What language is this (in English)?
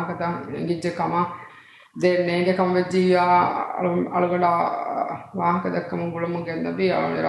Divehi